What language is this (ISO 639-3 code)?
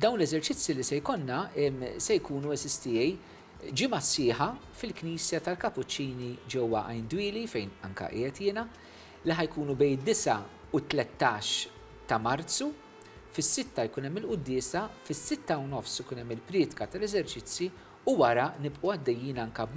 mlt